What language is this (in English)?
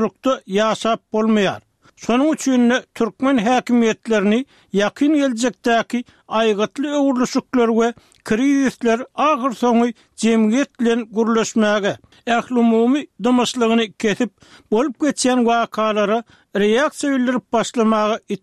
Turkmen